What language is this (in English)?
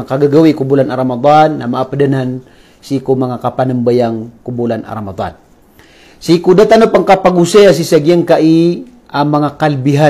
Maranao